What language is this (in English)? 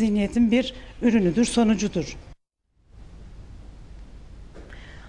Turkish